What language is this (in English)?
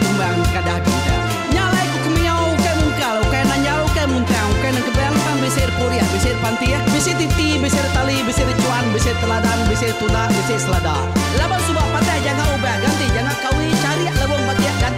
Iban